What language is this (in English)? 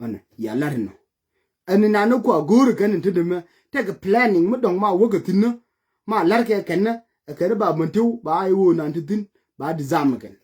Nuer